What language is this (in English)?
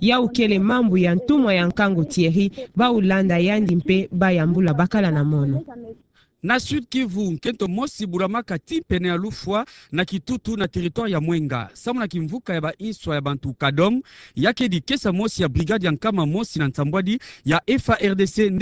Kituba (Democratic Republic of Congo)